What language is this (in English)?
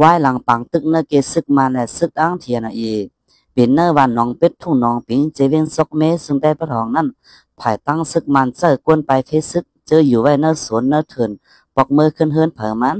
Shan